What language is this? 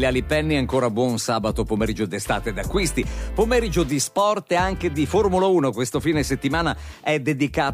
Italian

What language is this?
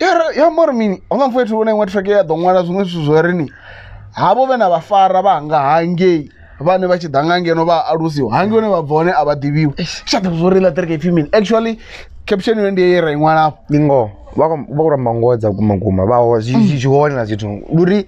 Venda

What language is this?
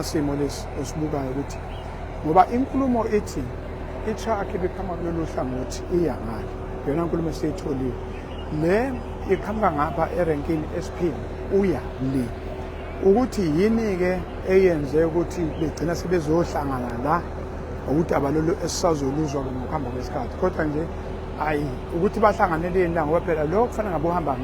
Zulu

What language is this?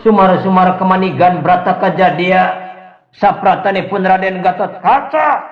Sundanese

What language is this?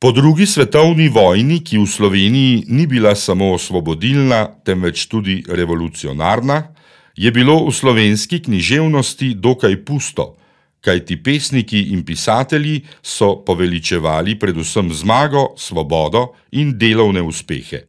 Slovenian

